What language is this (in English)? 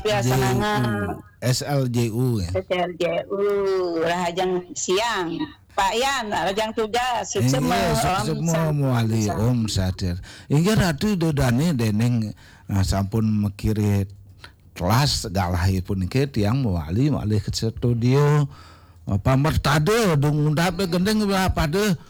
Balinese